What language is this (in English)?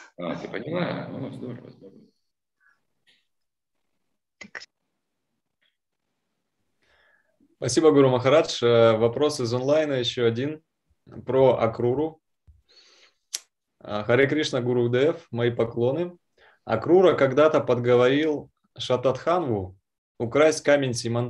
Russian